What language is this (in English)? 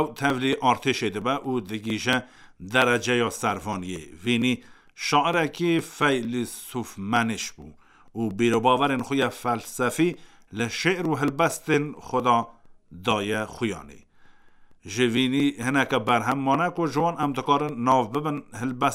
Kurdish